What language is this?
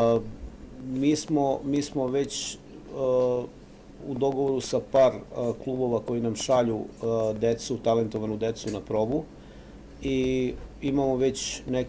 Serbian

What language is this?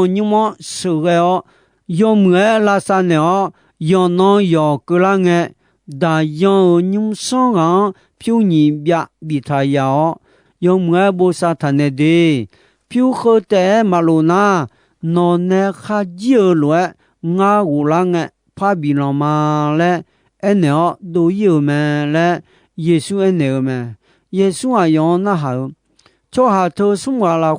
Akha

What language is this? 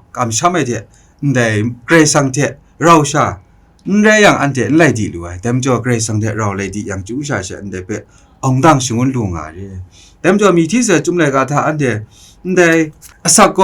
Kachin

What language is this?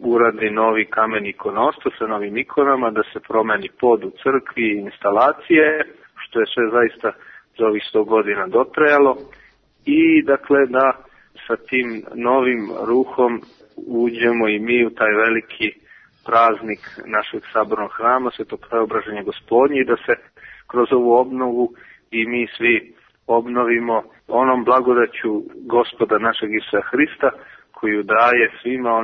Serbian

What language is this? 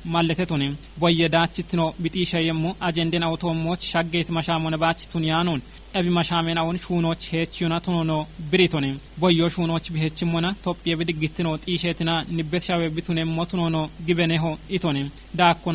Kafa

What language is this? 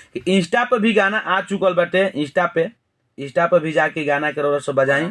Bhojpuri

